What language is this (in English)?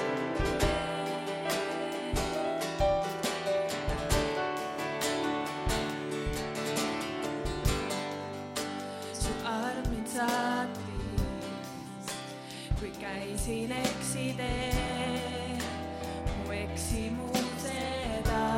Estonian